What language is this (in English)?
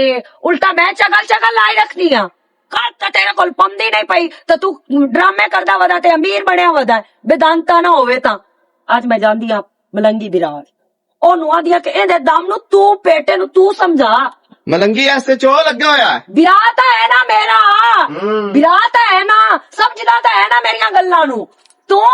Western Panjabi